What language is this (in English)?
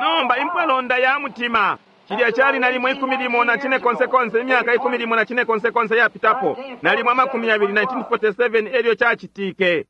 Bemba